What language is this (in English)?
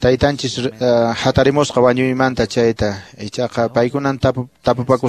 Quechua